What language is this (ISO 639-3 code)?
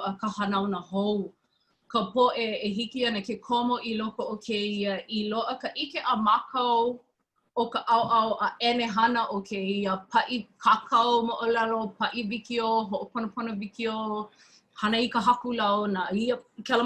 haw